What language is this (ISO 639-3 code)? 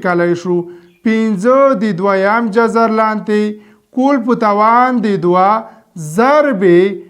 pus